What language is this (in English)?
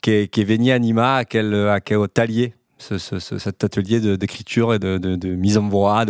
Occitan